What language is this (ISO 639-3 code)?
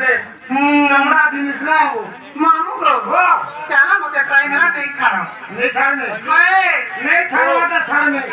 bho